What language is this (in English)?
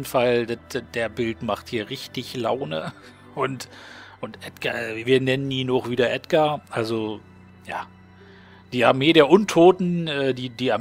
German